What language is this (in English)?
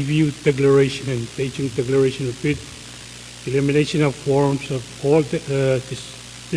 Pohnpeian